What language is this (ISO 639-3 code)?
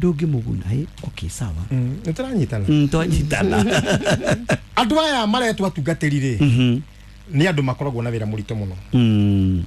kik